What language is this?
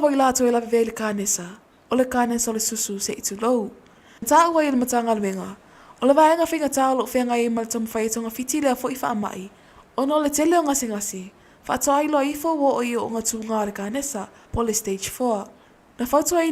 Samoan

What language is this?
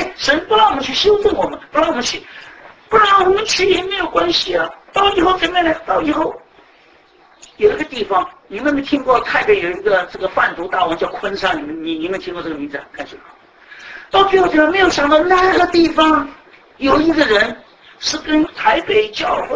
Chinese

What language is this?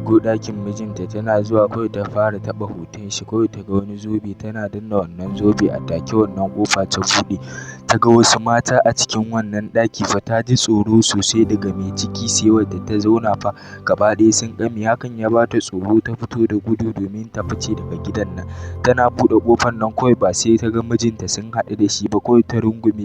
Hausa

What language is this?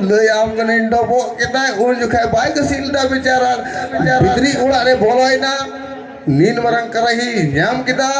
Santali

